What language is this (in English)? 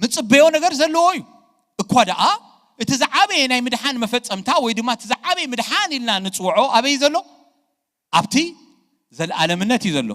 Tigrinya